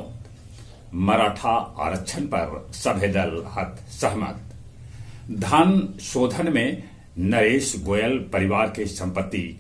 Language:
Magahi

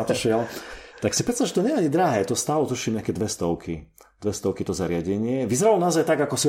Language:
Slovak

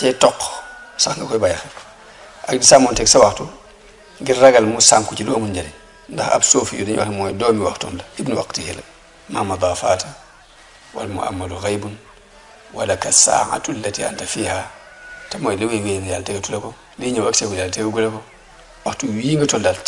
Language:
Wolof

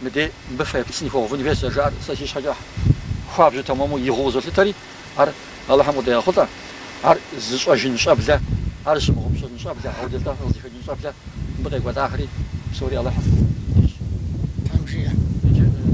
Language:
Kabardian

